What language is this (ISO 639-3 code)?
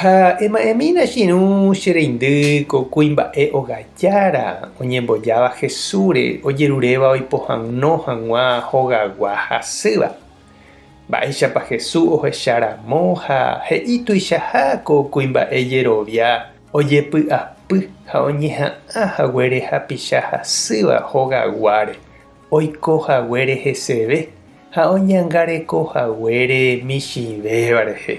grn